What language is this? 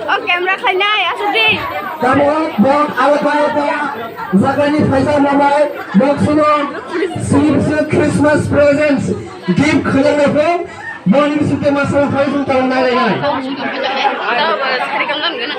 Kok Borok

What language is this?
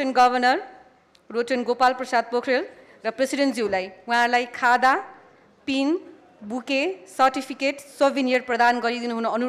Nepali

